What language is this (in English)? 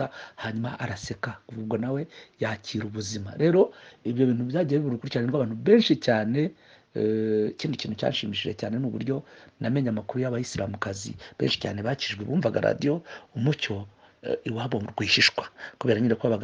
Kinyarwanda